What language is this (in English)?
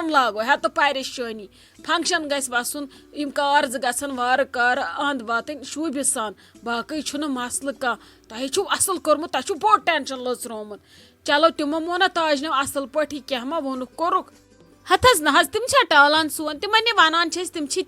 Kashmiri